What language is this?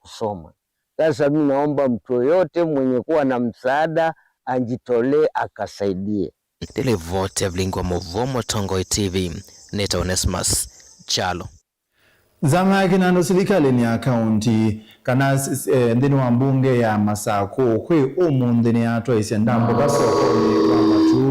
Kamba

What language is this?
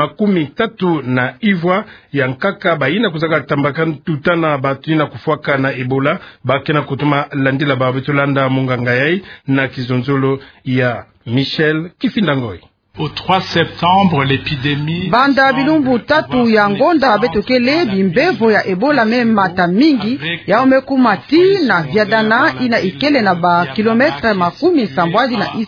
Kituba (Democratic Republic of Congo)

